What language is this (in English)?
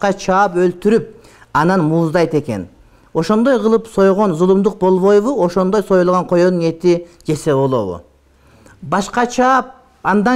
Kyrgyz